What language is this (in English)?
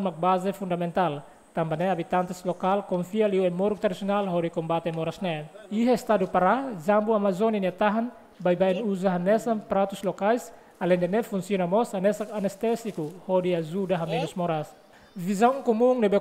Tetum